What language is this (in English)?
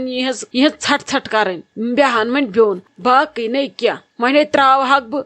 Kashmiri